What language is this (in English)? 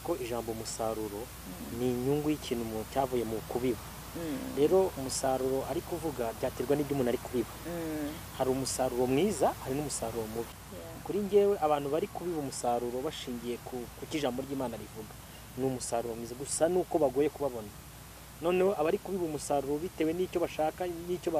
Kinyarwanda